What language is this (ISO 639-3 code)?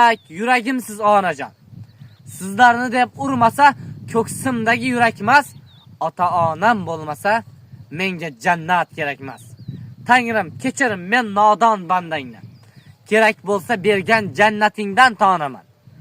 uzb